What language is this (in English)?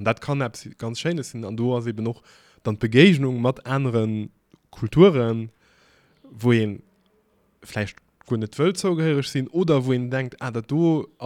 Luxembourgish